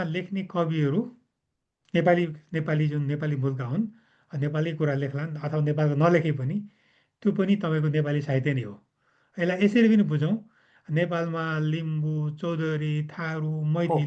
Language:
Nepali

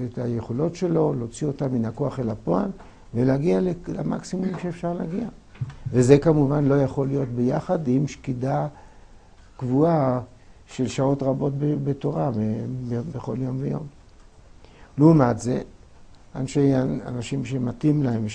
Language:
Hebrew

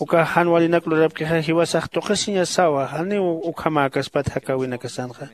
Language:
Aymara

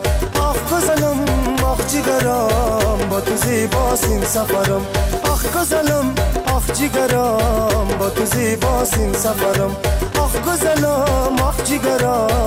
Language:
Persian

